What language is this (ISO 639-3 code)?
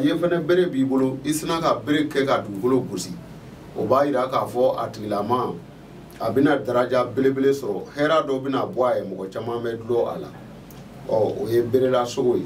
bam